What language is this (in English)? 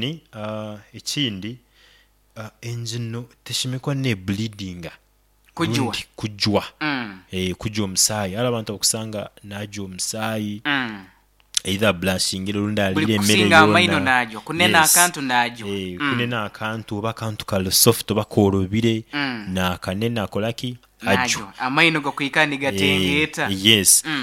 Nyoro